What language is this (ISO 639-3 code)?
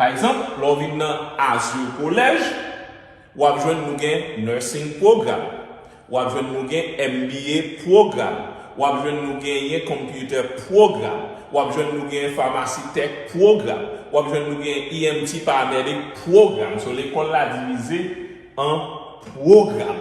hat